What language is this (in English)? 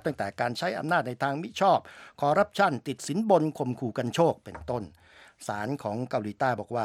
Thai